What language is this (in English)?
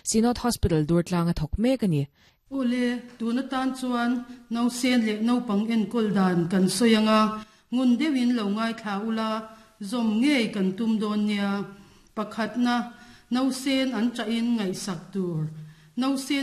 Mizo